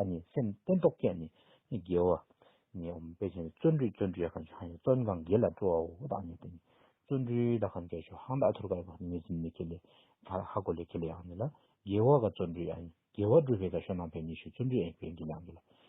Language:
Tibetan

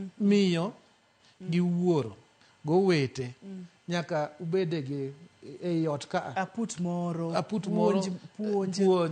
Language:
Luo (Kenya and Tanzania)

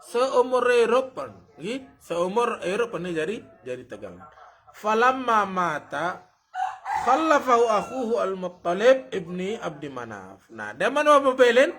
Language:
Sasak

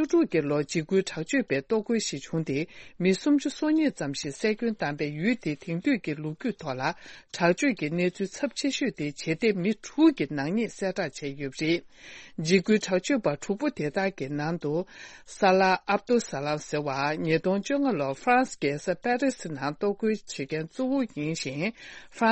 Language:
Tibetan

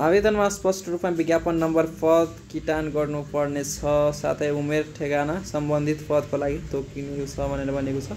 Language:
Nepali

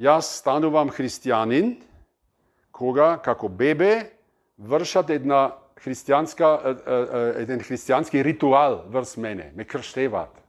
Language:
Macedonian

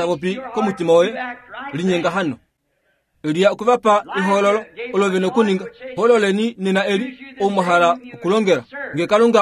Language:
Kuanyama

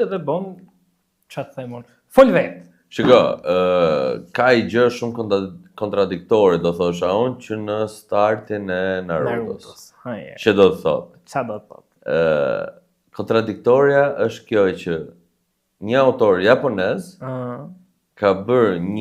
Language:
Albanian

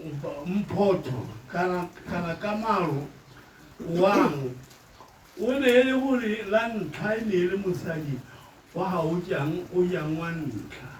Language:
Tswana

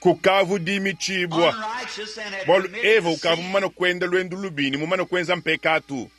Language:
Luba-Lulua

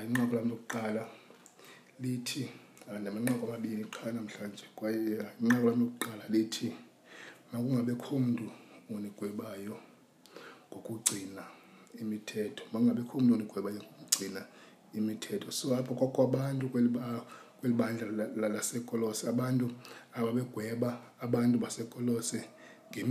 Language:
Xhosa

